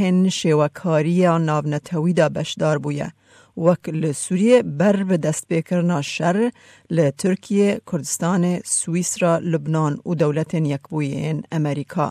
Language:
Kurdish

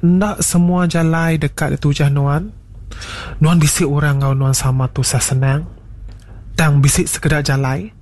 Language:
Iban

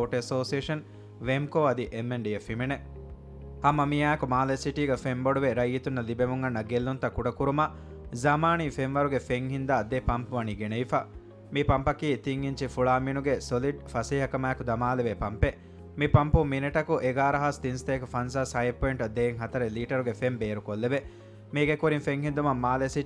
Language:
Divehi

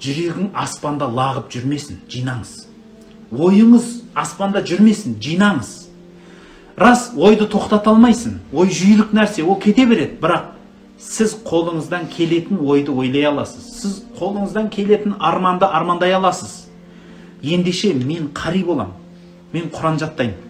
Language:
Kazakh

